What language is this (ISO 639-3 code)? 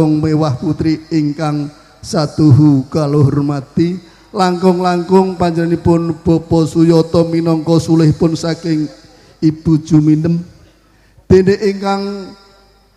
jav